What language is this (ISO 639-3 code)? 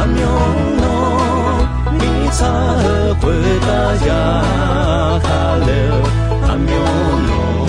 ahk